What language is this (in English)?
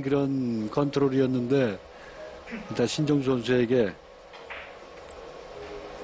Korean